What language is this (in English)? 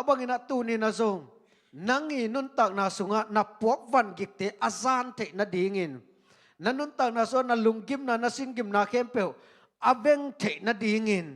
Tedim Chin